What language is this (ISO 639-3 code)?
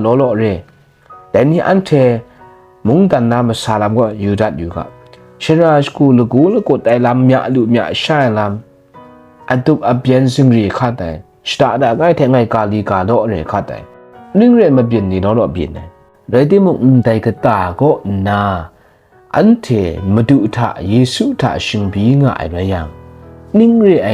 kac